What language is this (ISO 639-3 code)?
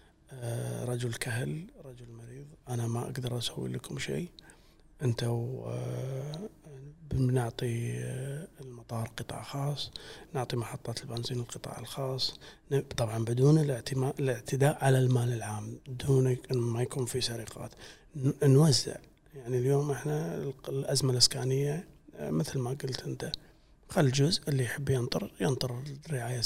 afb